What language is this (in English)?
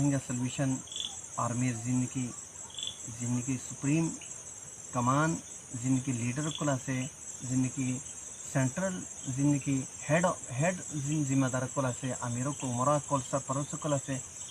Rohingya